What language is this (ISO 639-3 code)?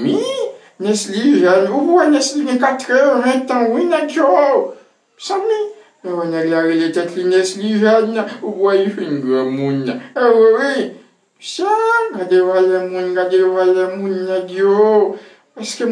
hat